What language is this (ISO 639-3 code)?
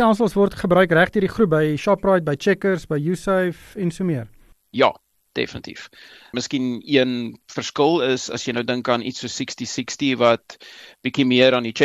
afr